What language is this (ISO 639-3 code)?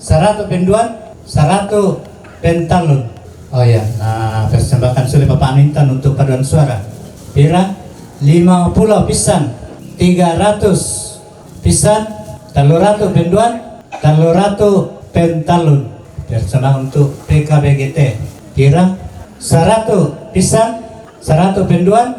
sda